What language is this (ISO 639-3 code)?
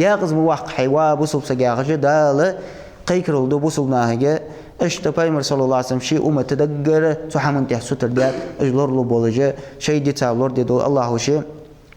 inh